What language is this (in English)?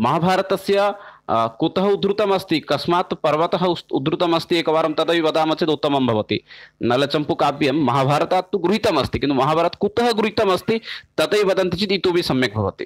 Sanskrit